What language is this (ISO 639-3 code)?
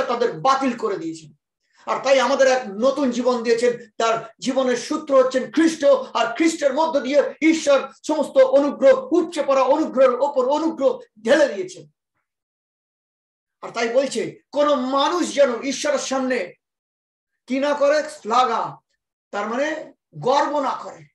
ben